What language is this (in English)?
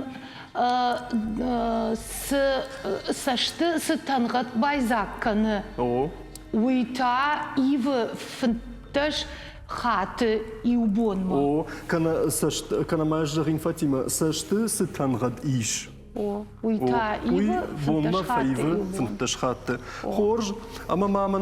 Ossetic